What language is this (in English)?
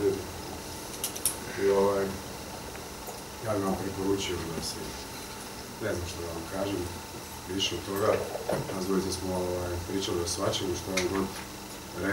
Croatian